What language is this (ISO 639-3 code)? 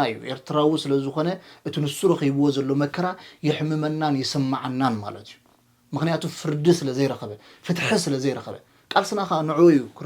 tir